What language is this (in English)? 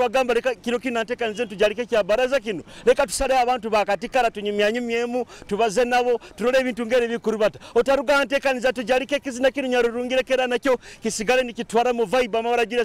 Nyoro